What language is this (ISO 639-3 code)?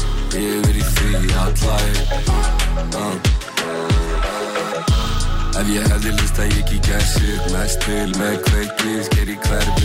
isl